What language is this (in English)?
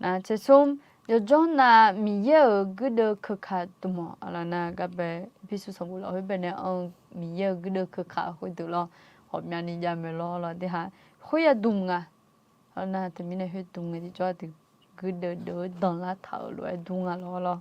Akha